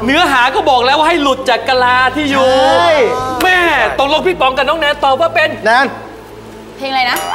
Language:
Thai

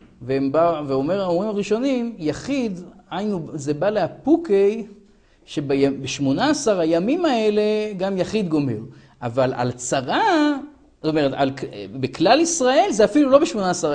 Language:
Hebrew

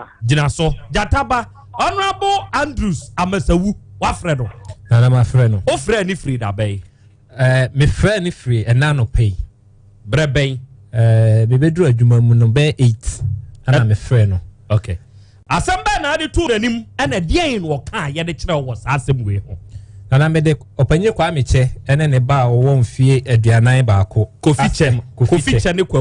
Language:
Akan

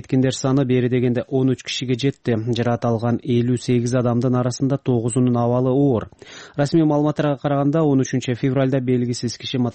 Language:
Kyrgyz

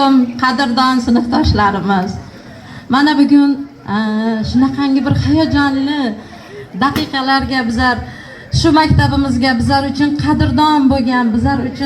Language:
Uzbek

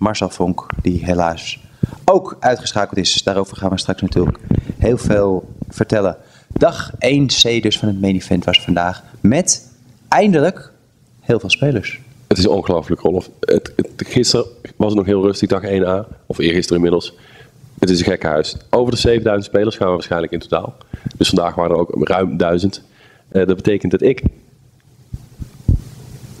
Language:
Dutch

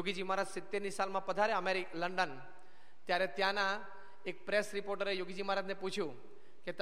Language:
Gujarati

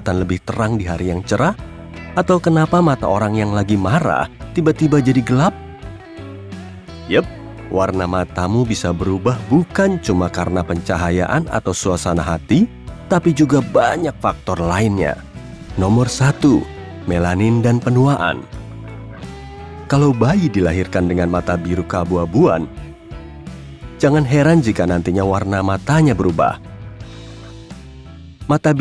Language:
Indonesian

